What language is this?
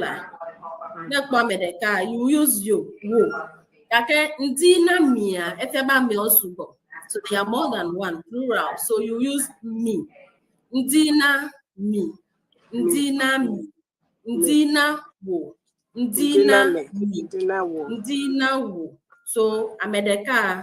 Ewe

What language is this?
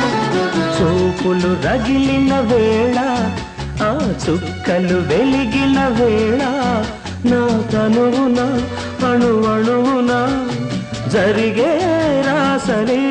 Telugu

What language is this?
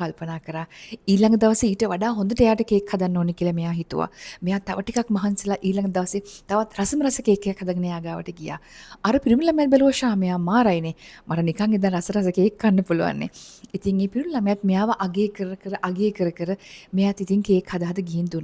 Sinhala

